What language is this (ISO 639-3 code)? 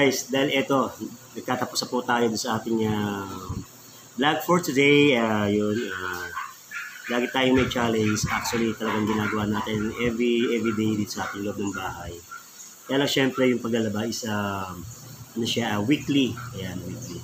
fil